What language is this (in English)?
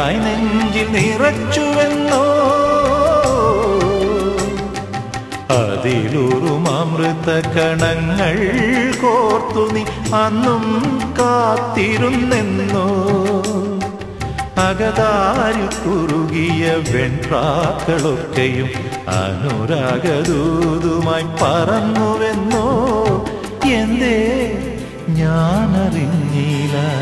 Malayalam